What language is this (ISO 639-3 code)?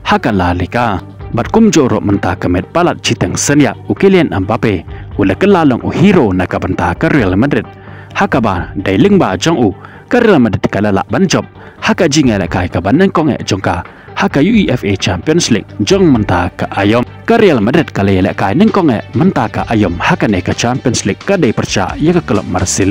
kha